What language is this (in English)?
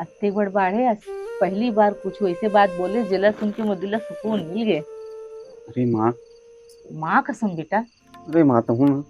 Chhattisgarhi